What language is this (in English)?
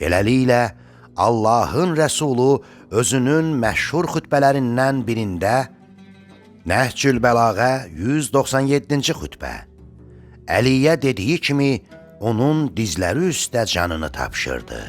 Azerbaijani